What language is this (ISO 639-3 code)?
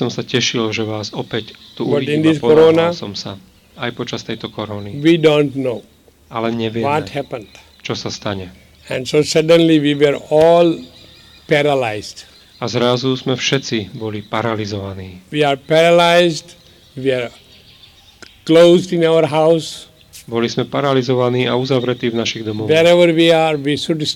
slk